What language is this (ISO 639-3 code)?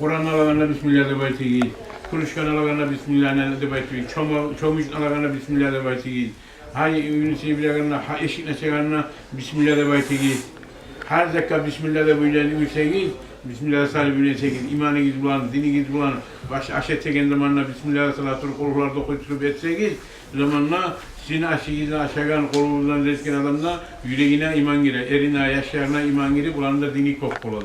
kum